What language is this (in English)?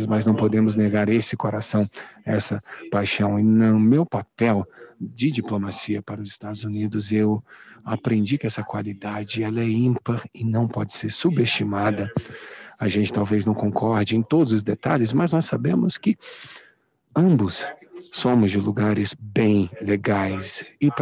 Portuguese